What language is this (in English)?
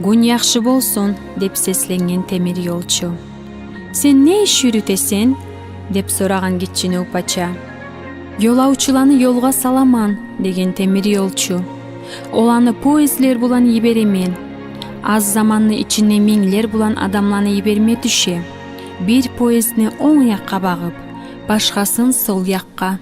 Kumyk